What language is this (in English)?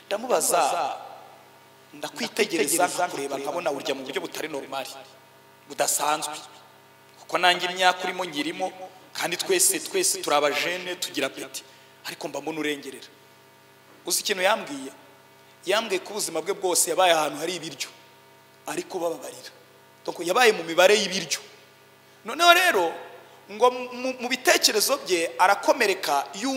Kinyarwanda